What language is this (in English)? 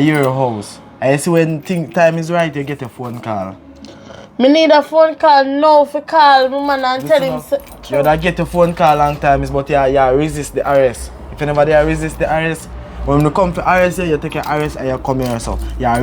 Jamaican Creole English